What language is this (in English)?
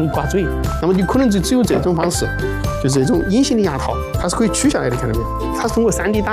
Chinese